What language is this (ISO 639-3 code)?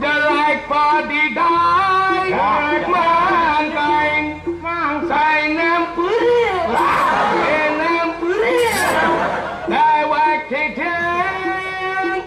ban